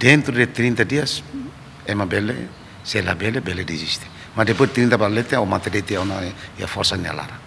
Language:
Tetum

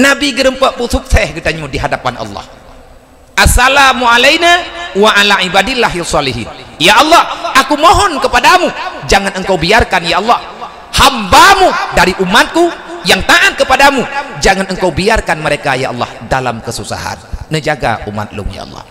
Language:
Achinese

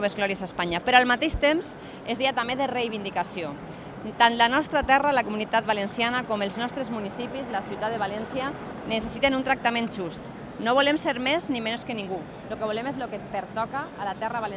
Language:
Catalan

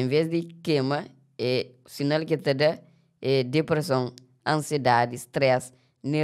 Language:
Kabuverdianu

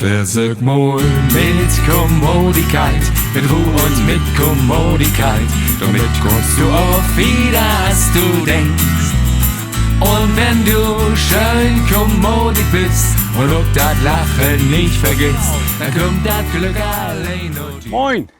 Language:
Low German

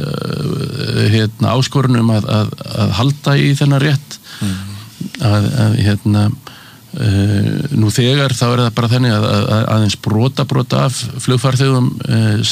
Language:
Icelandic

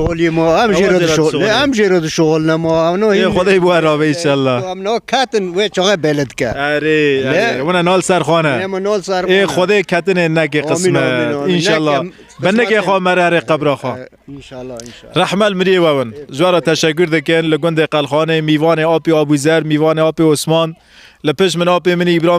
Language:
Kurdish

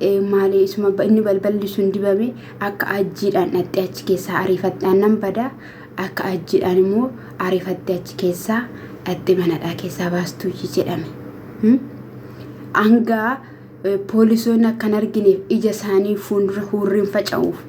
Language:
Oromo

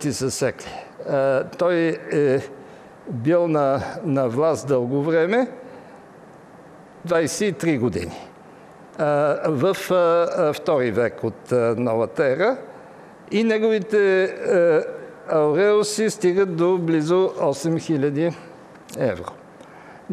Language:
Bulgarian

